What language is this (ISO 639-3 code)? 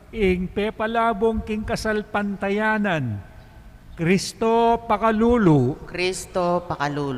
pam